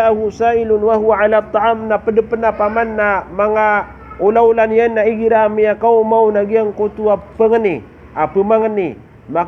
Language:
Maranao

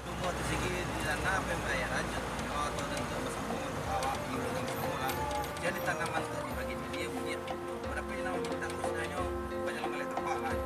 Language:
Minangkabau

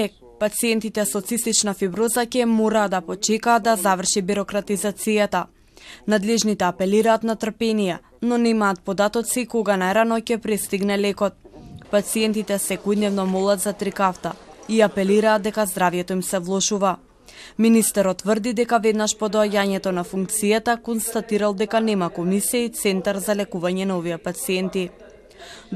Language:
Macedonian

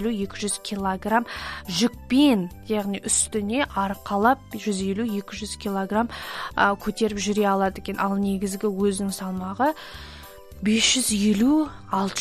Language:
Kazakh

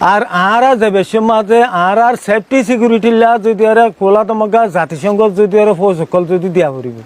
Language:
Rohingya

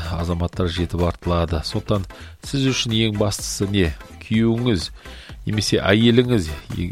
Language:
Kazakh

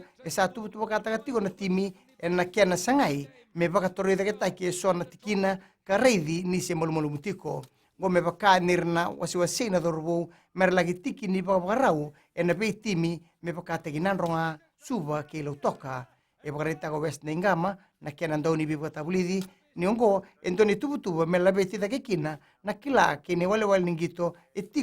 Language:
Fijian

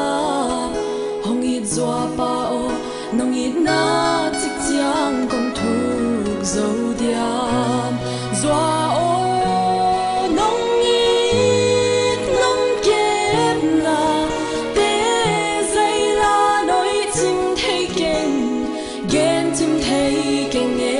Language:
Tedim Chin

